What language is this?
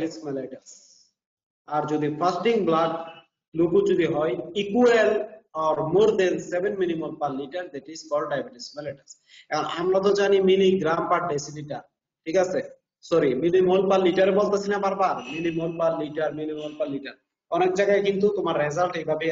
Bangla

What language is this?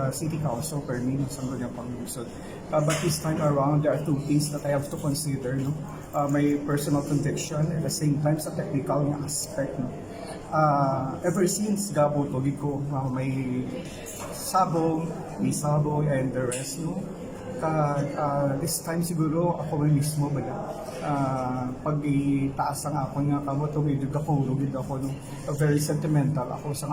Hiligaynon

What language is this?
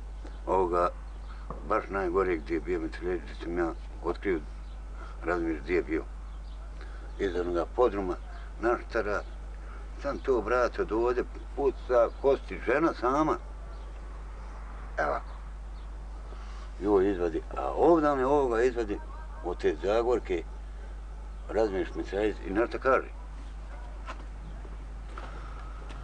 Bosnian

